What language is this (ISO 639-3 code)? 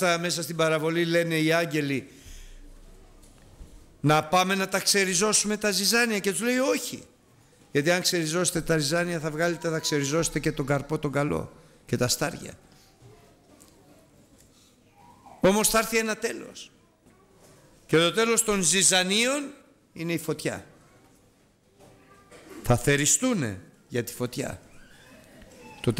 ell